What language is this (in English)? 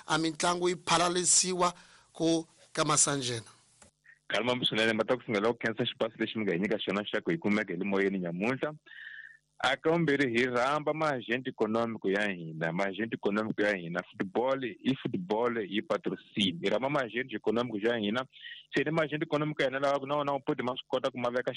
Tsonga